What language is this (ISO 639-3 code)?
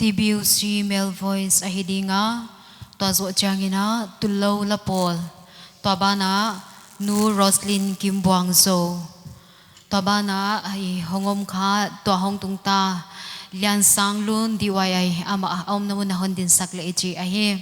pck